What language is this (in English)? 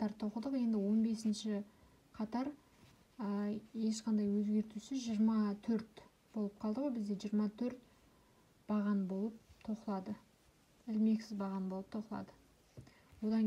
Kazakh